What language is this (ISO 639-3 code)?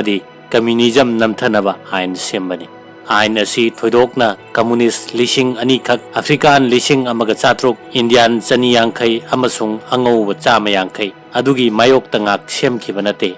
mni